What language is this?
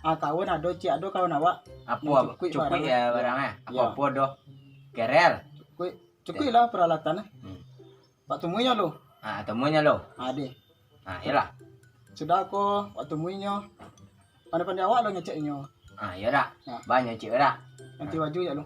Minangkabau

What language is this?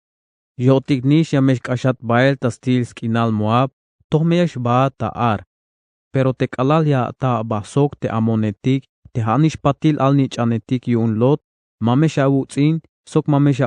Tzeltal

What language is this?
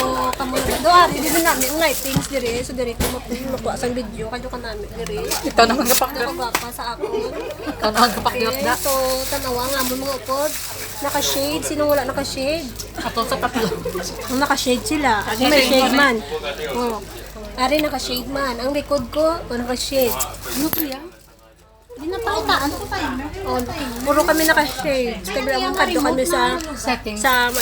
Hiligaynon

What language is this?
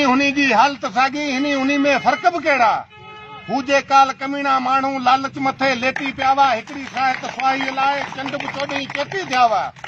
Sindhi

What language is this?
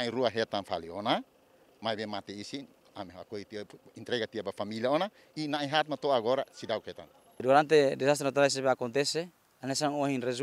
Tetum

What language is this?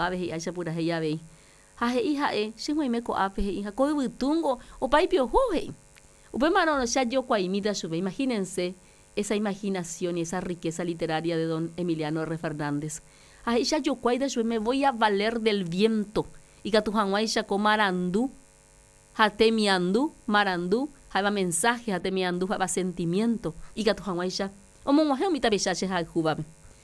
Guarani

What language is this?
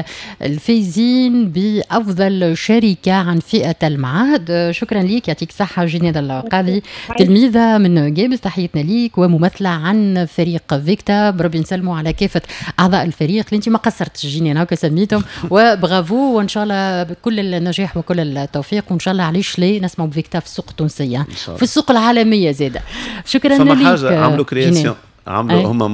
Tunisian Arabic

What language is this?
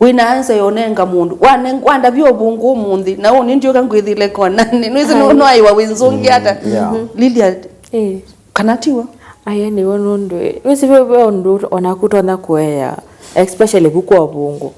Kamba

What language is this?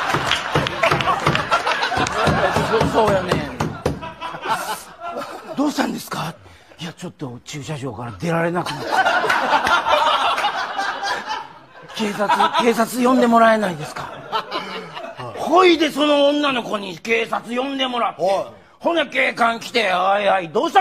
Japanese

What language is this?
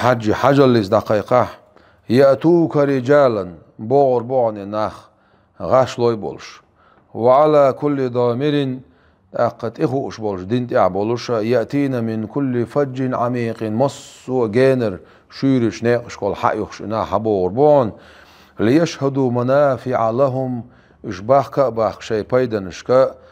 Chechen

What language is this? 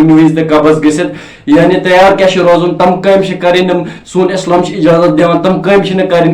Kashmiri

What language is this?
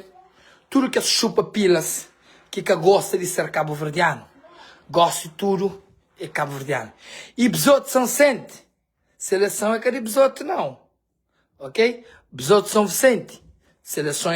Kabuverdianu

